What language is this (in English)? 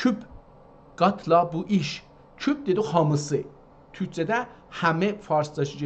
South Azerbaijani